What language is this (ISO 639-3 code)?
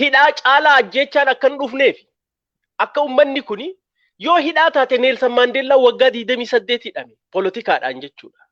orm